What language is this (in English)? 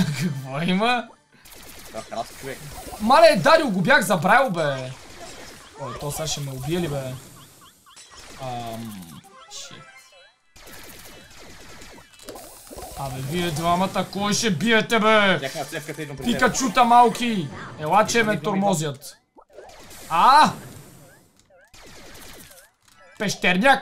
Bulgarian